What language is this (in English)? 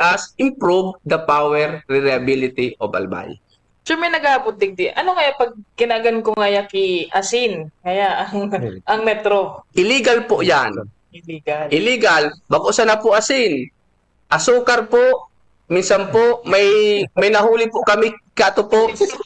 Bikol